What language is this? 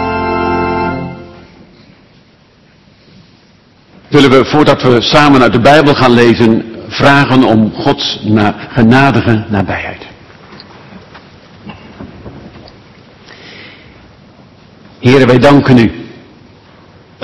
Dutch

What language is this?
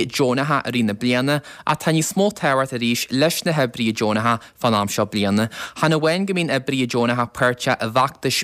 Irish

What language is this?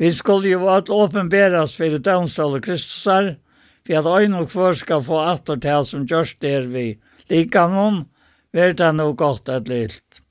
Faroese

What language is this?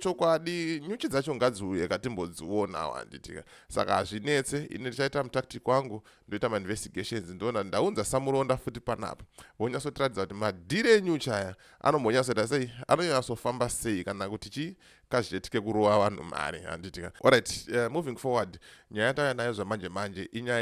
Shona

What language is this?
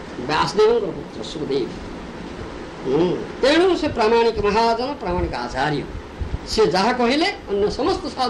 Odia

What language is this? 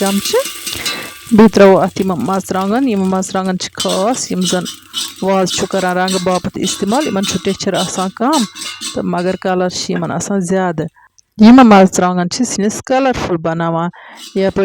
Kashmiri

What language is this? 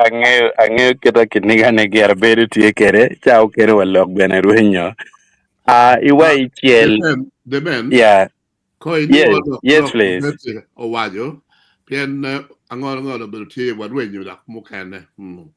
Acoli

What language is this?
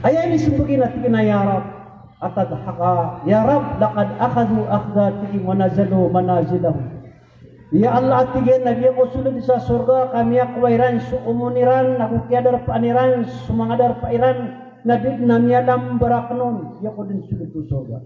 Maranao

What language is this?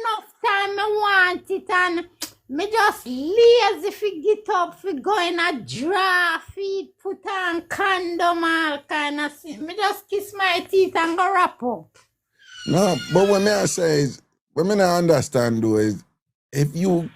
Jamaican Creole English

